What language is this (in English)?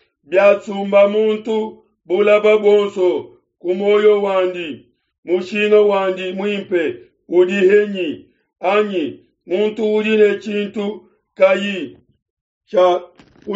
Luba-Lulua